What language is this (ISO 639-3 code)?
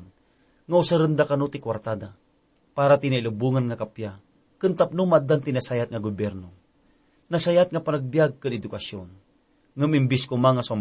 ilo